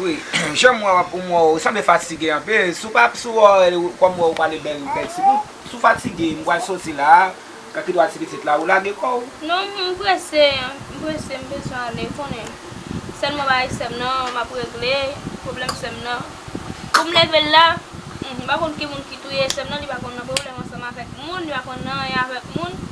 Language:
Haitian Creole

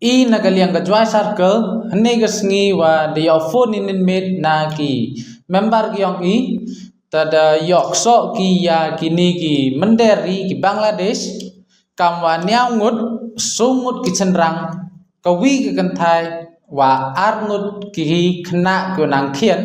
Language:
Khasi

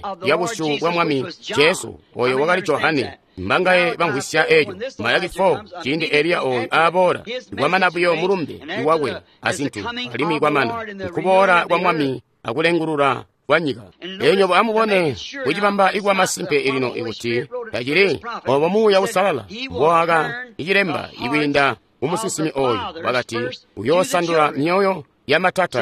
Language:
Tonga (Zambia)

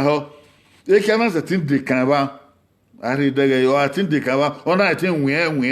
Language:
Bini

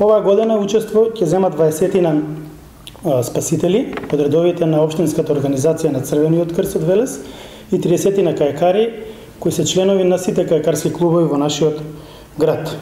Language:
Macedonian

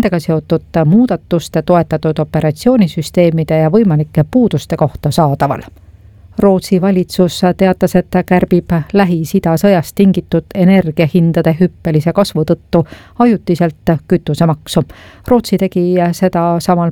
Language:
Estonian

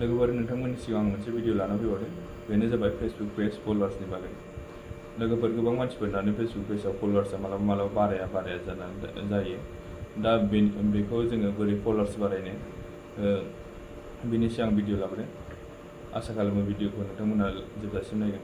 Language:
Bodo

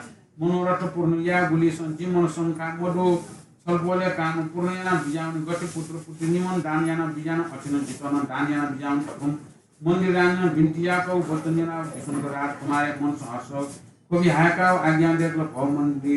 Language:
Newari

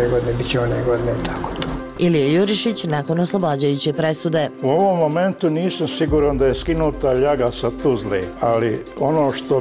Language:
Bosnian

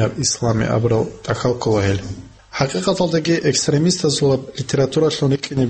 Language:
Avaric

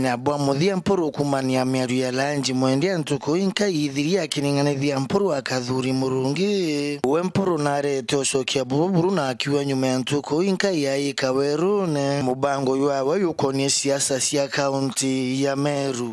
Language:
Meru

